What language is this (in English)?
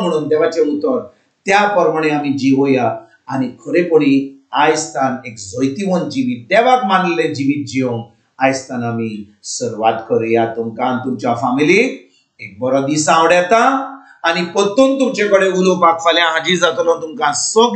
Konkani